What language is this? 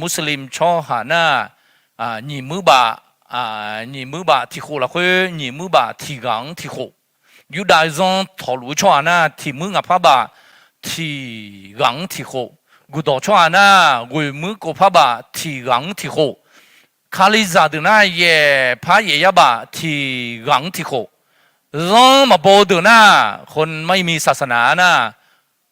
Akha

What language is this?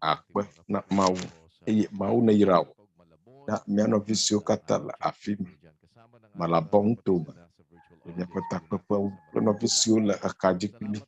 Ewe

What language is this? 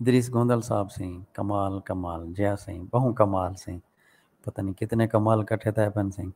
Saraiki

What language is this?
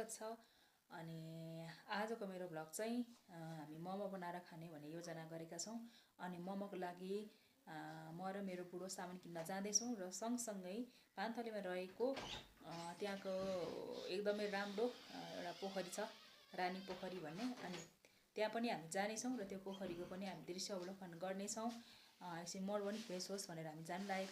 Nepali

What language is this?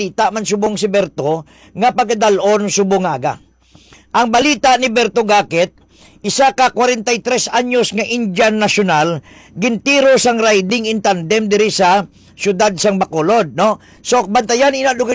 Hiligaynon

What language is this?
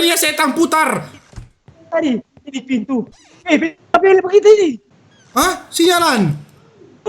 Manado Malay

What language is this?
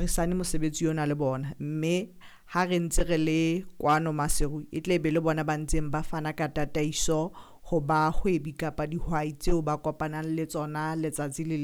Southern Sotho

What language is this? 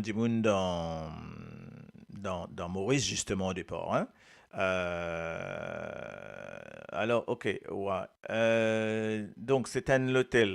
Morisyen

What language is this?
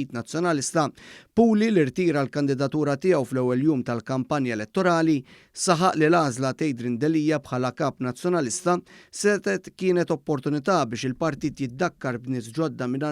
Maltese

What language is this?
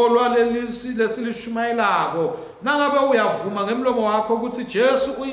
Swati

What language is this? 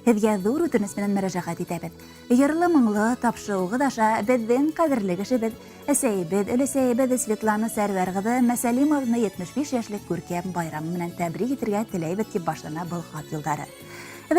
Bashkir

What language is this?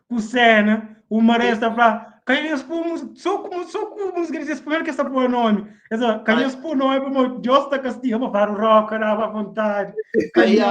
Kabuverdianu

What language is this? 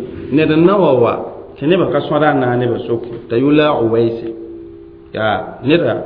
Mossi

